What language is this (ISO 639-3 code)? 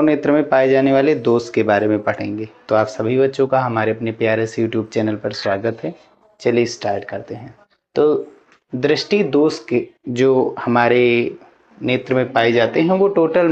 hin